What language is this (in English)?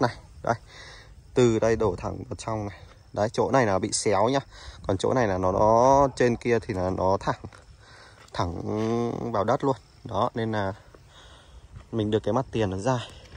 Vietnamese